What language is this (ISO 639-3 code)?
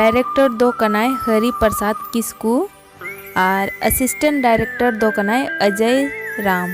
sat